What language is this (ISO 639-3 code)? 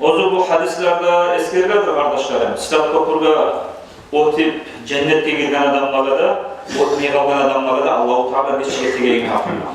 kum